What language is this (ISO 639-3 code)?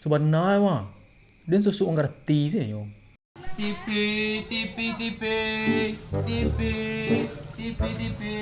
min